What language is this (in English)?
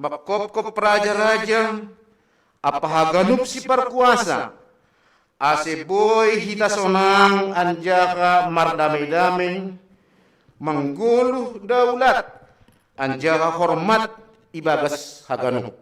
Batak Simalungun